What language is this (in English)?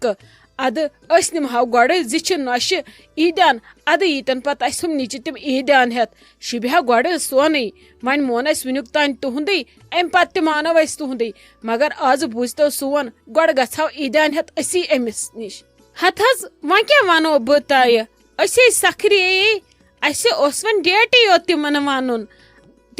Kashmiri